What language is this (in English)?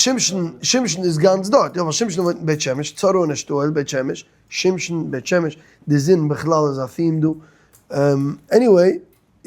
Yiddish